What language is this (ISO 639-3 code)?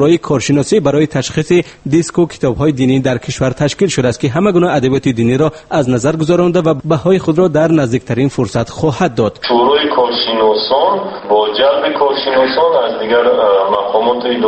tgk